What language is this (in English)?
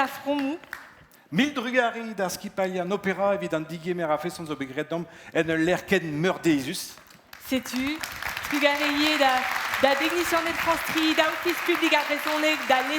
Breton